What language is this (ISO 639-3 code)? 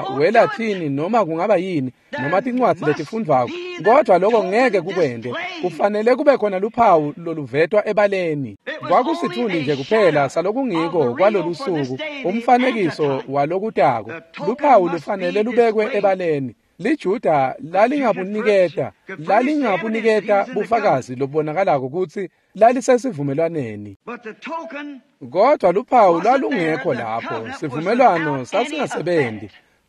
ssw